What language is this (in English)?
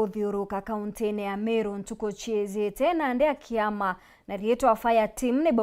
Meru